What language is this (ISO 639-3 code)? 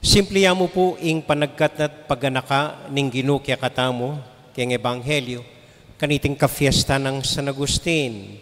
pam